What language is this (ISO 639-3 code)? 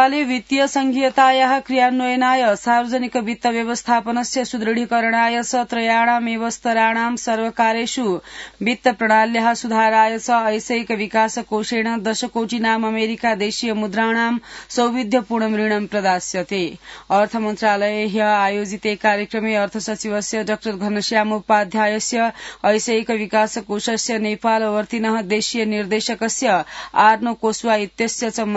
san